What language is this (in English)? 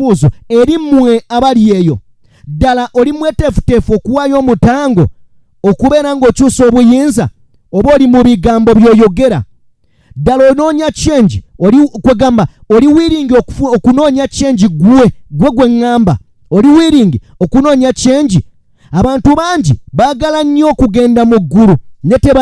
Ganda